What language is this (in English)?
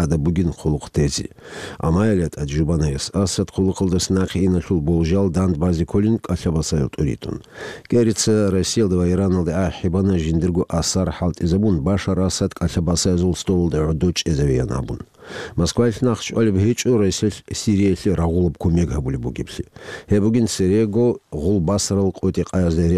Avaric